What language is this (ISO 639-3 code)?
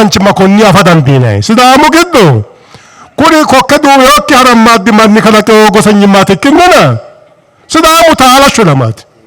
sid